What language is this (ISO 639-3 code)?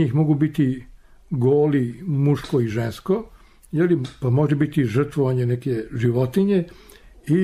srp